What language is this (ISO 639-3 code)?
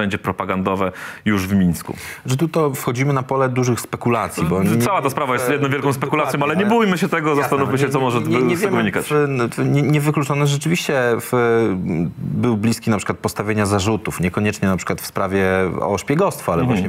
pol